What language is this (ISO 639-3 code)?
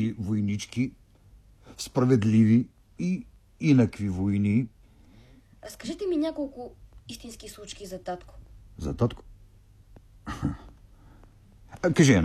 bul